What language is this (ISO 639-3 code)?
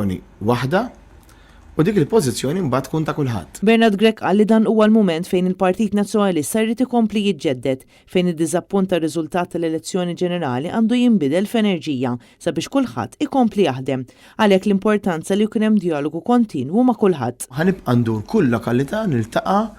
mlt